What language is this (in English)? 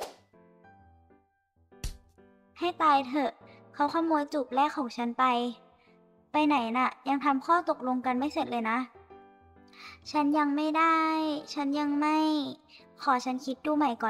Thai